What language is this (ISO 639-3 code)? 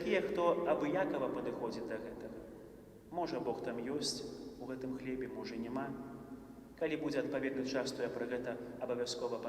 bel